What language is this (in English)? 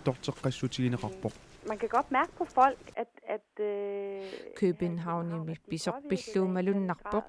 Kalaallisut